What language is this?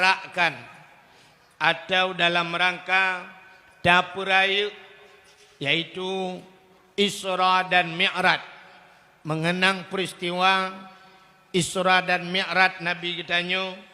Achinese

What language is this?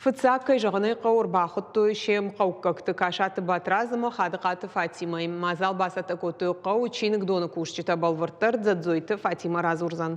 Ossetic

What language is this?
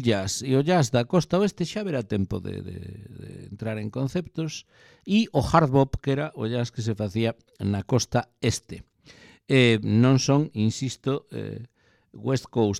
Galician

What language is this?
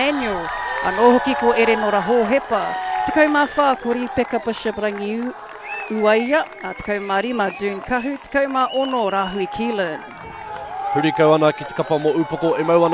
Māori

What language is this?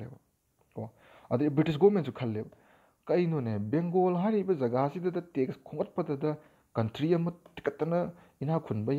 Manipuri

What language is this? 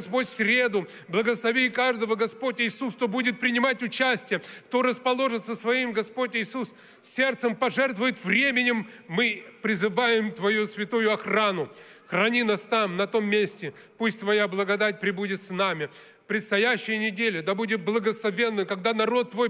Russian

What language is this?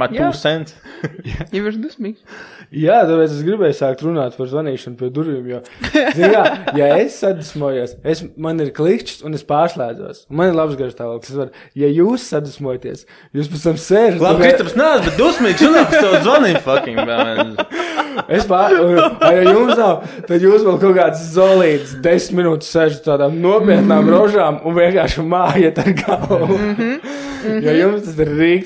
Latvian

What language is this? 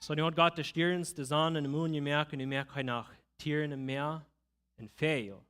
Plautdietsch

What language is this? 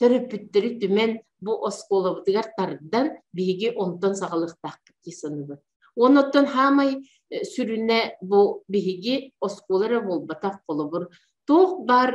Yakut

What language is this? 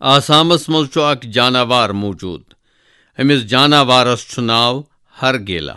Kashmiri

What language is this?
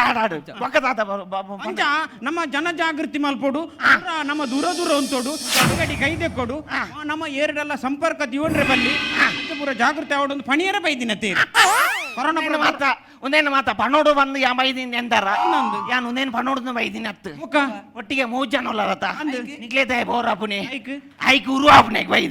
Tulu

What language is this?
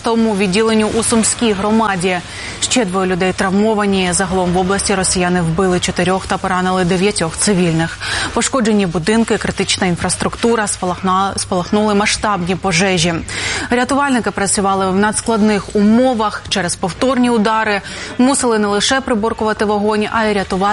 Ukrainian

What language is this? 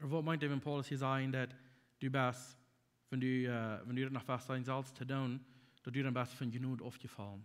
Plautdietsch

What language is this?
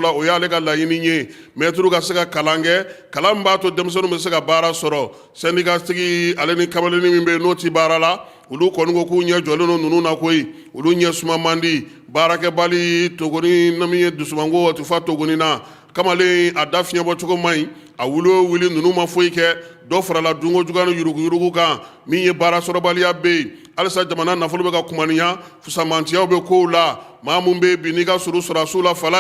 Bambara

